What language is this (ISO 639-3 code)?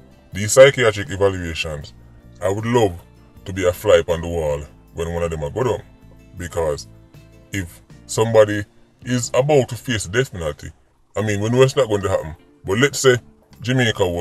jam